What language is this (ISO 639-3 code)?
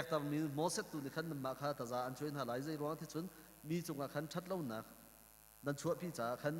cnh